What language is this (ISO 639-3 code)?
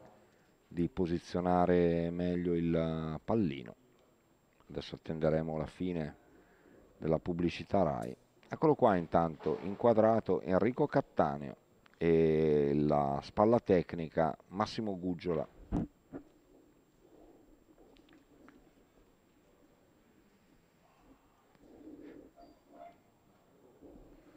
ita